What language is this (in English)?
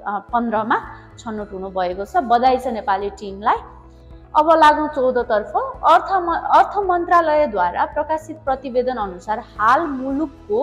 Nepali